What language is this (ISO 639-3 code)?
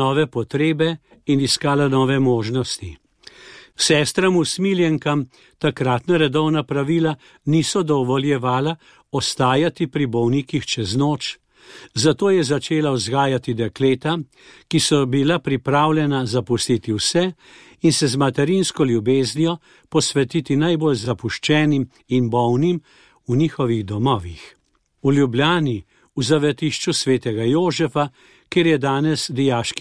slv